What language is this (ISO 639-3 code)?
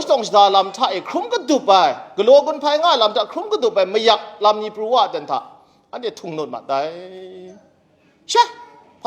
kac